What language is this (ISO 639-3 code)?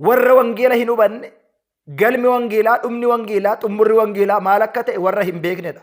orm